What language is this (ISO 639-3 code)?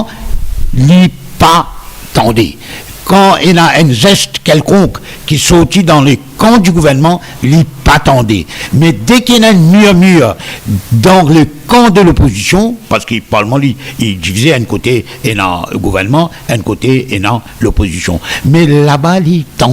mfe